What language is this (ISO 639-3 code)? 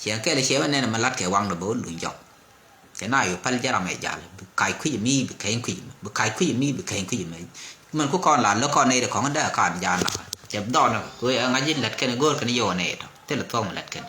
nus